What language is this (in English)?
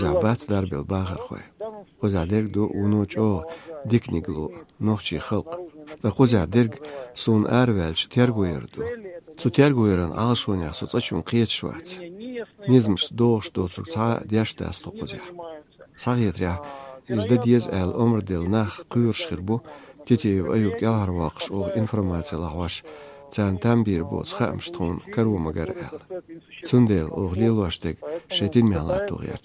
Chechen